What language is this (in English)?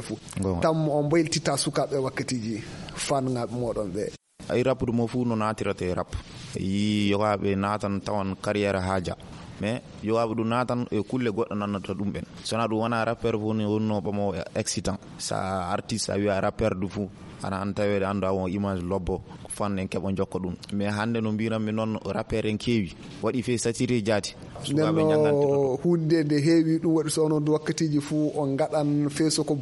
Fula